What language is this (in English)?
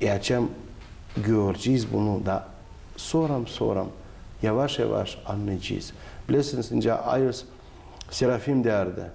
Gagauz